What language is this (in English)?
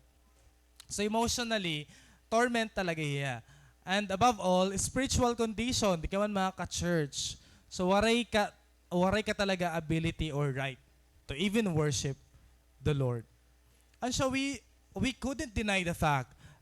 Waray